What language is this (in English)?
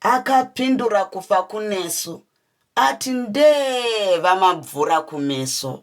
Shona